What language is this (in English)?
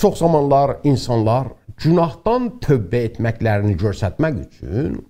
South Azerbaijani